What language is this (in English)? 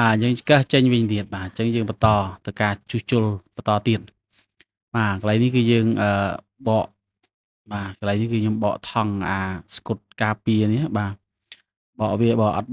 Khmer